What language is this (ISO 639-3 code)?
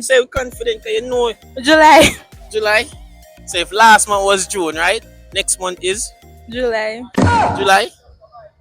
jam